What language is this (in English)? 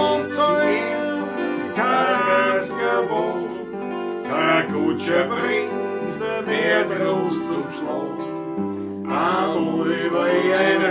Bavarian